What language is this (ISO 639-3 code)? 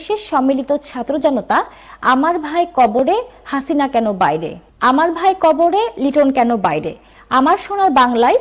ben